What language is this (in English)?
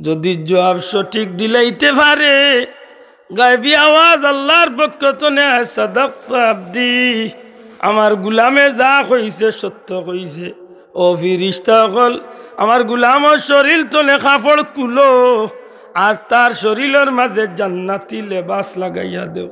Sylheti